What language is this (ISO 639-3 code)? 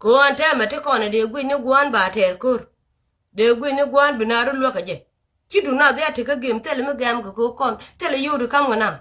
nus